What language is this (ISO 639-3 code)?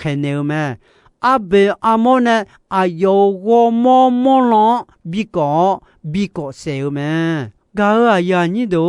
ahk